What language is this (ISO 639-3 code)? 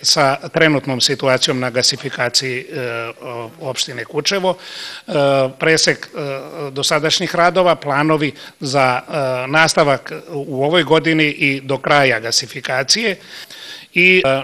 srp